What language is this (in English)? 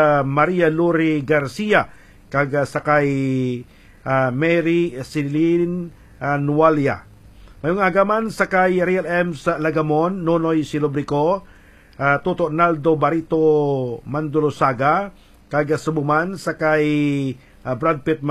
Hiligaynon